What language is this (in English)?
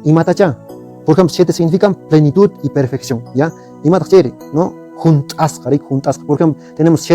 Quechua